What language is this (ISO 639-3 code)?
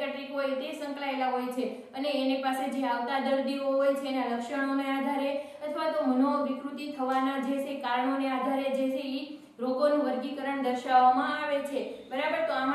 guj